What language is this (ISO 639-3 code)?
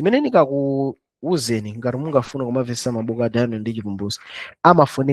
nya